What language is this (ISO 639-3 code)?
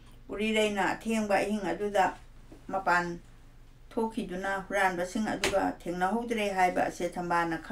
mni